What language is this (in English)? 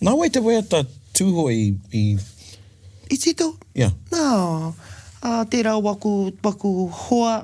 Māori